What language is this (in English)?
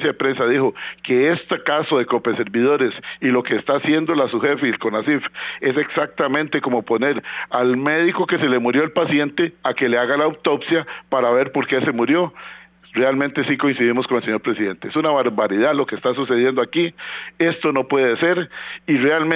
Spanish